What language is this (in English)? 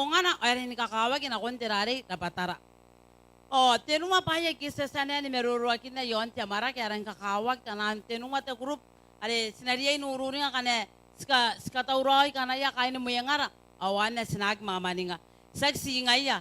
Gilbertese